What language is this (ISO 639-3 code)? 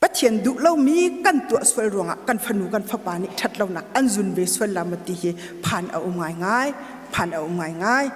cnh